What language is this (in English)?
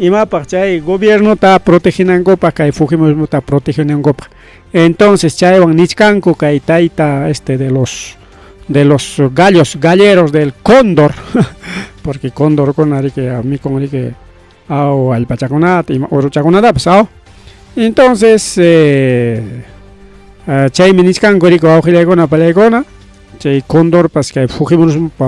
Ayacucho Quechua